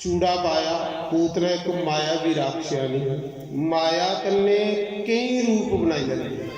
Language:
Dogri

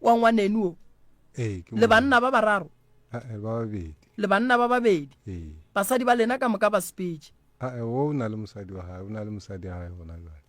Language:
Northern Sotho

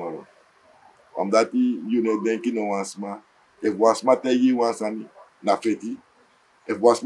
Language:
Sranan Tongo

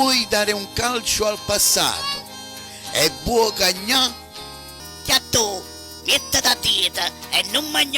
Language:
Neapolitan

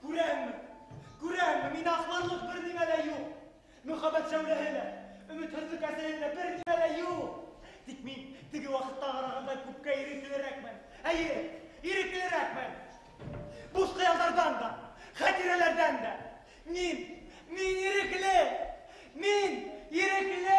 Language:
Bashkir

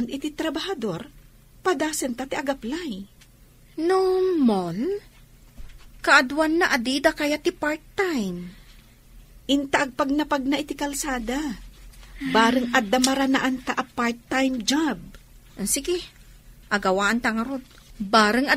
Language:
Iloko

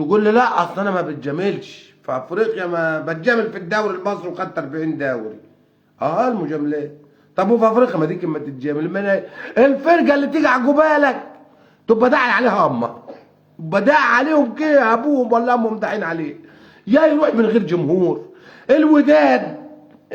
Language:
Egyptian Arabic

